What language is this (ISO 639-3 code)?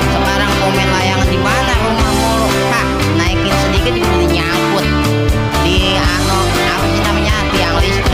bew